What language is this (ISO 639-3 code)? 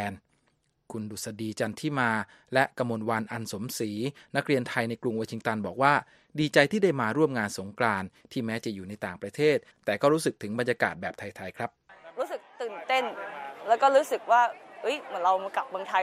tha